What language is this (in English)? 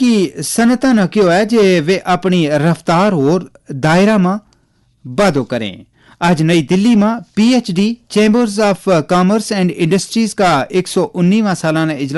Gujari